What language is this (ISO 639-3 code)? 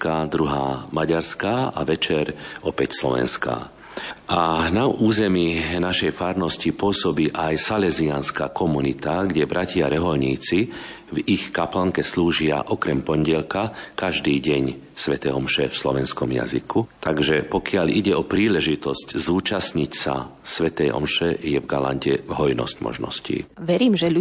slk